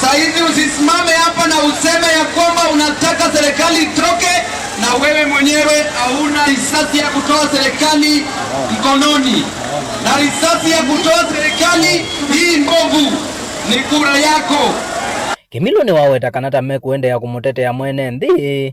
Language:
Kamba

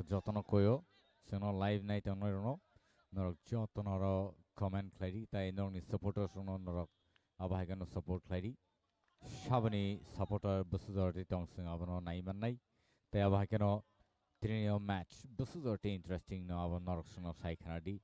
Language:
Kok Borok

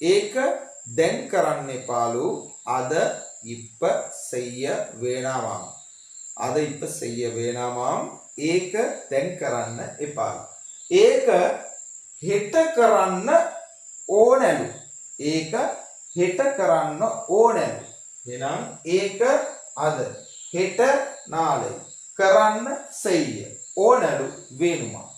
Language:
Sinhala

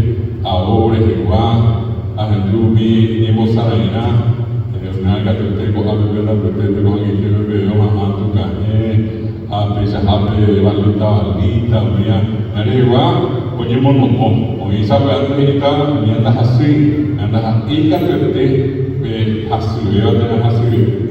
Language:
Guarani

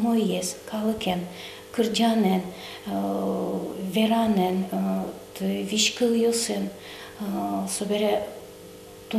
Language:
Udmurt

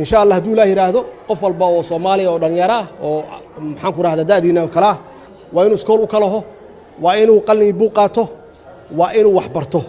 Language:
Somali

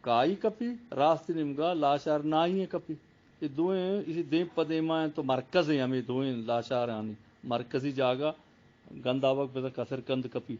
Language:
Eastern Balochi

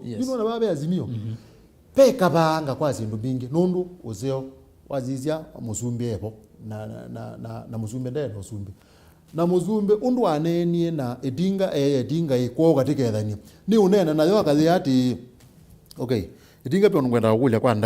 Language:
Kamba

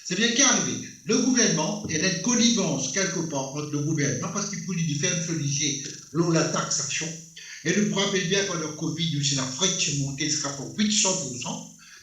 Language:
Morisyen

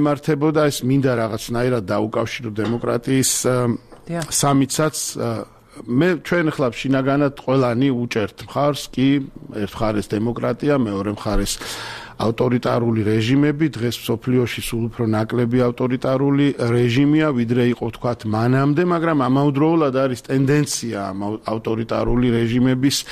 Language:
Georgian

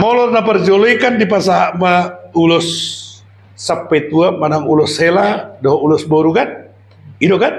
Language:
Batak Toba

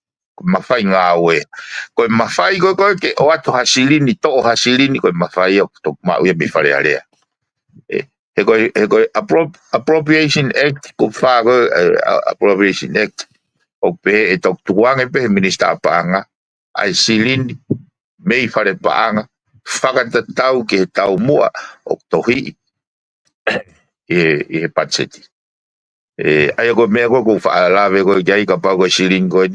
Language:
Tongan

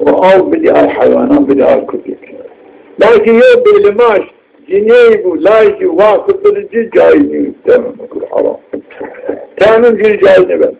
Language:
Zaza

